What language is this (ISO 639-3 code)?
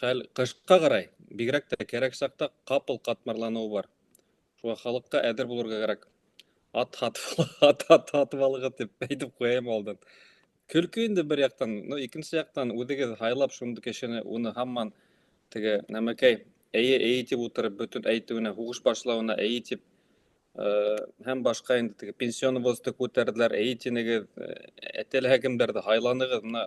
bak